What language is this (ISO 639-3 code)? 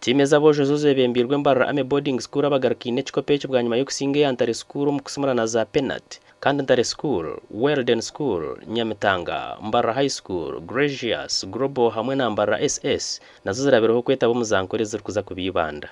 nyn